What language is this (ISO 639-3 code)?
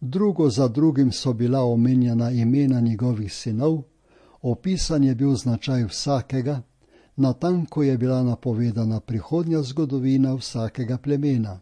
slv